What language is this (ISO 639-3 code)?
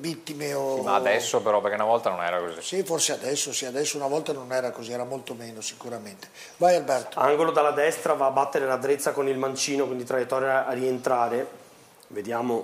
ita